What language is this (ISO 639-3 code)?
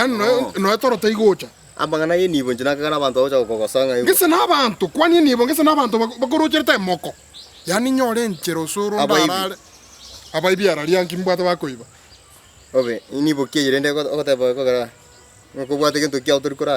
guz